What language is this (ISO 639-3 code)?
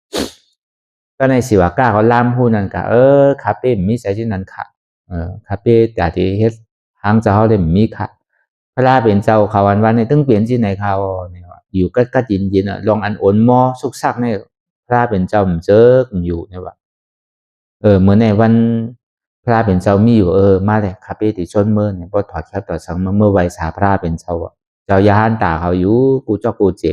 shn